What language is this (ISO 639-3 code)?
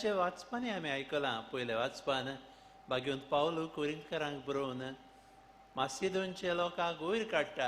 kok